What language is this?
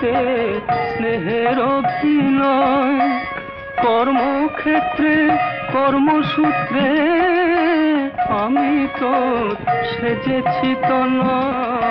Bangla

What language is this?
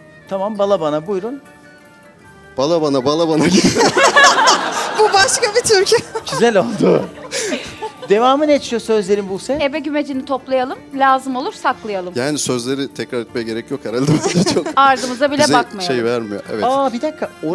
Turkish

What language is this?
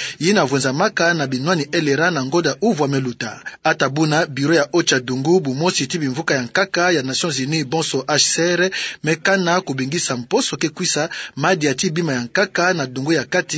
Kituba (Democratic Republic of Congo)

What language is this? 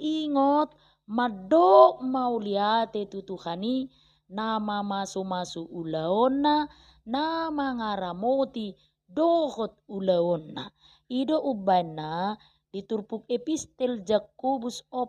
Batak Toba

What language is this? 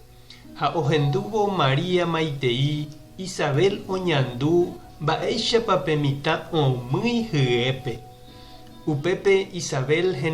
Guarani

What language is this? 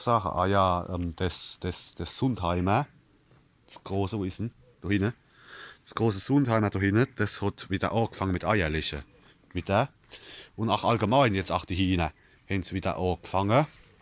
Palatine German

